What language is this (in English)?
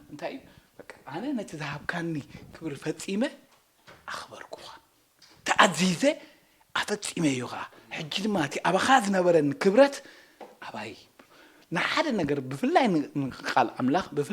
Tigrinya